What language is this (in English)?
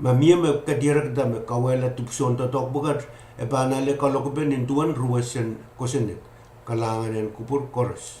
Pohnpeian